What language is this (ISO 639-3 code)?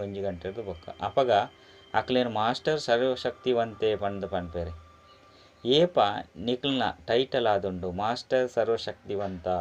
tcy